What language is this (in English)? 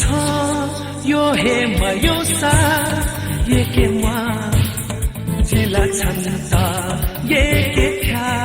Newari